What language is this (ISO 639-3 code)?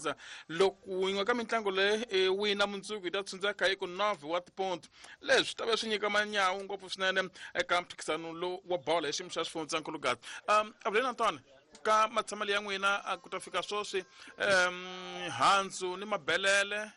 tso